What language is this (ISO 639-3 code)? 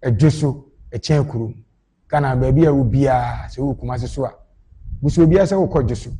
aka